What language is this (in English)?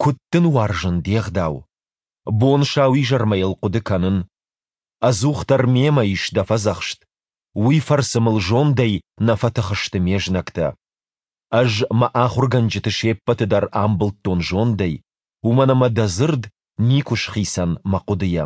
Ossetic